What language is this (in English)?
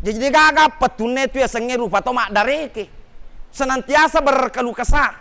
Buginese